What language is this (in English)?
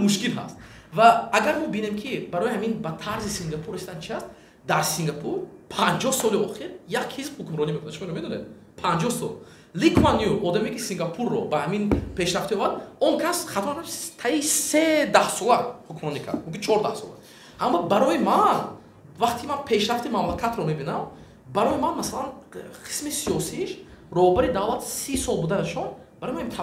Tajik